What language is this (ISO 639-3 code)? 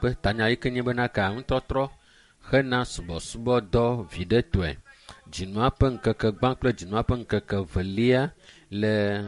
ewe